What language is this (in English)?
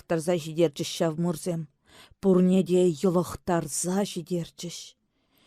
Chuvash